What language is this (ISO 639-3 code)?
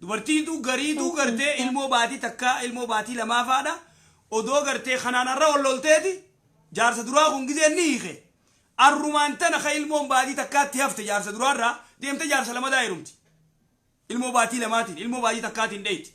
orm